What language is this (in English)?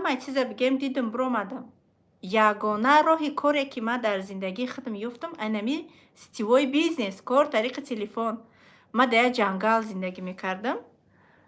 Tajik